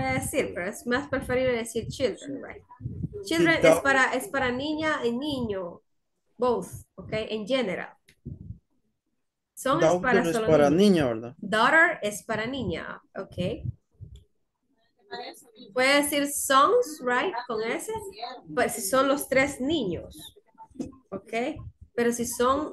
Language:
Spanish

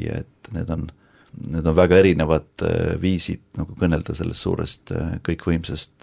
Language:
Estonian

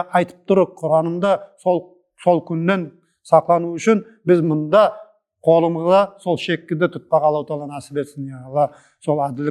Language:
Nogai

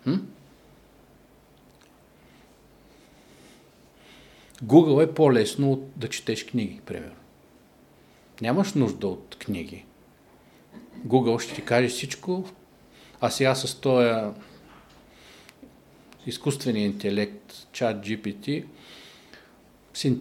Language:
Bulgarian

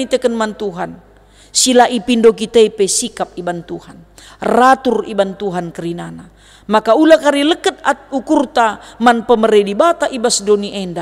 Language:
Batak Karo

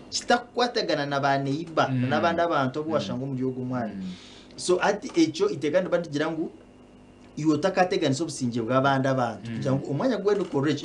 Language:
Nyankole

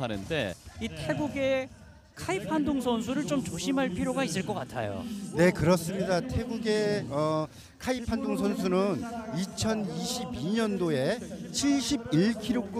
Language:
Korean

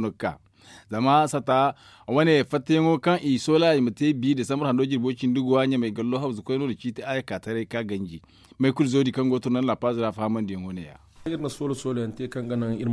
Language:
Zarma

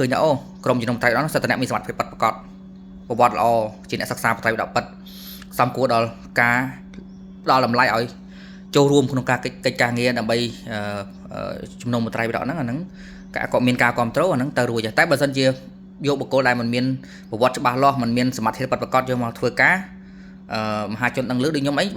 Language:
Khmer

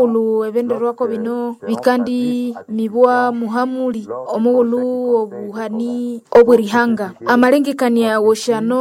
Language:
Nande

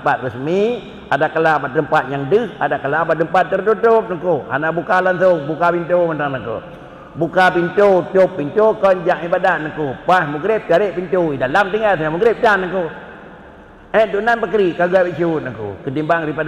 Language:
Achinese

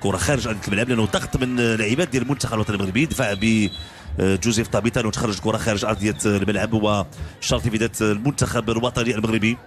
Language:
Moroccan Arabic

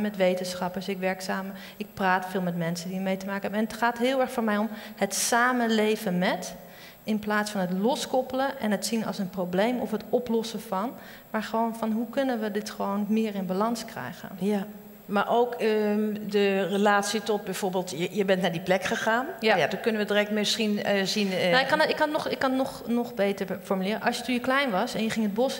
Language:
Dutch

